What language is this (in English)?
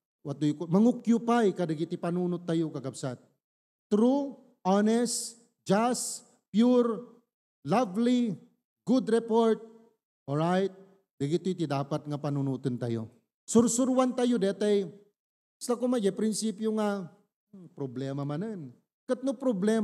Iloko